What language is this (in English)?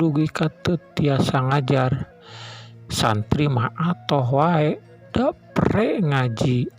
Sundanese